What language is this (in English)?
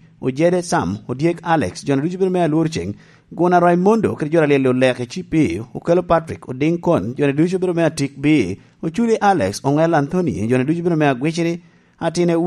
Lango (Uganda)